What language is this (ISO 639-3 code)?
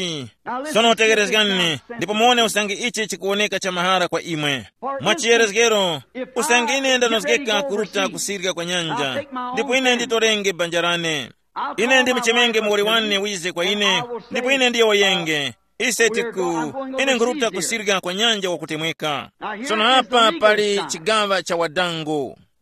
tum